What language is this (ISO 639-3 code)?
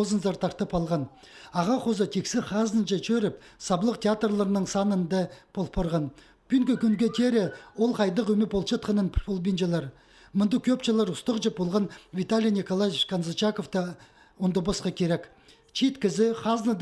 kjh